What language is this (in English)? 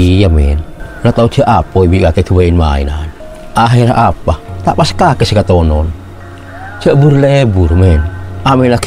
Madurese